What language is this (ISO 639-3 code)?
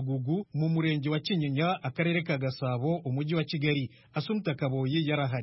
kin